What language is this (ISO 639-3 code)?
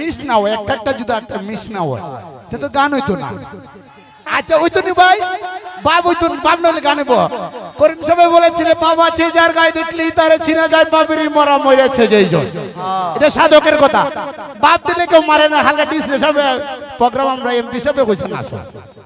syl